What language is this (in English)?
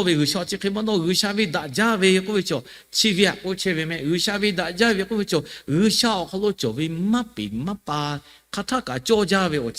Lahu